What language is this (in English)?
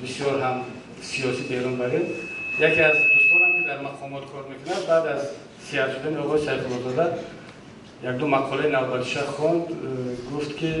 Tajik